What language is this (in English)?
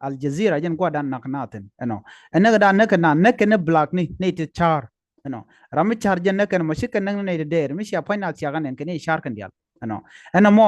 Nuer